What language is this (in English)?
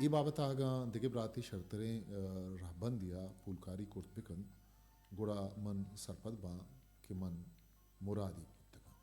Eastern Balochi